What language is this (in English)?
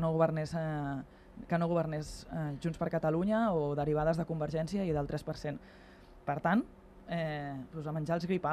Catalan